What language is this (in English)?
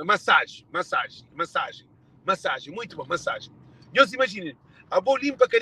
Kabuverdianu